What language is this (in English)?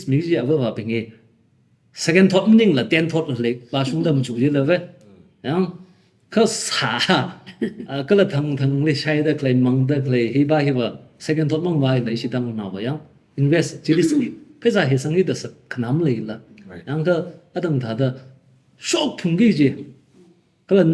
Tangkhul Naga (India)